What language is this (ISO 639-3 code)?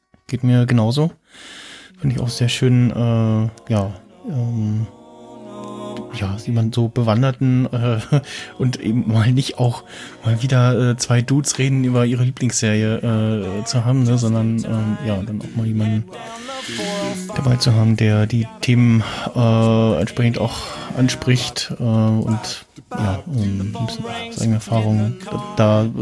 deu